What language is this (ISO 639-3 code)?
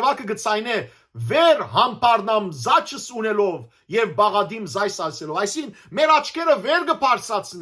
hyw